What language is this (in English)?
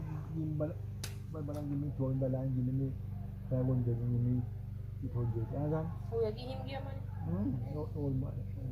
Jamaican Creole English